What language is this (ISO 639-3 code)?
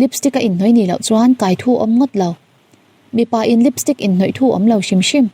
lus